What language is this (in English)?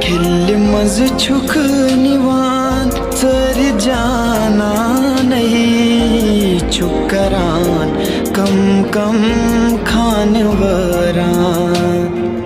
Kashmiri